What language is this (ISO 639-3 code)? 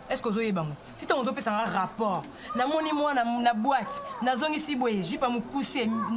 lin